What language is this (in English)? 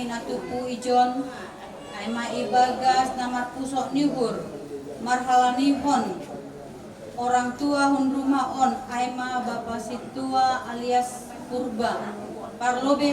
Batak Simalungun